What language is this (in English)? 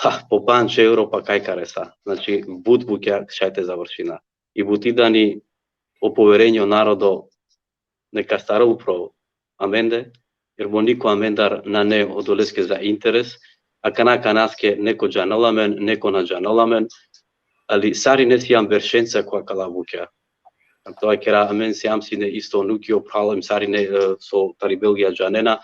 Balkan Romani